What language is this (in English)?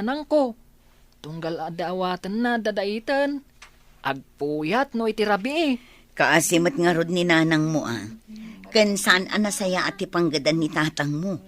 Iloko